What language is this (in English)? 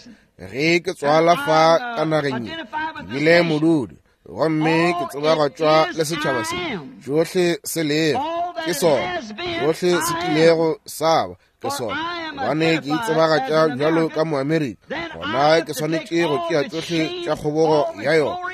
Northern Sotho